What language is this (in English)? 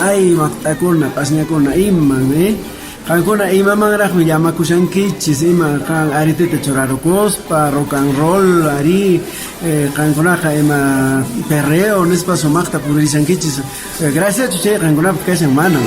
Quechua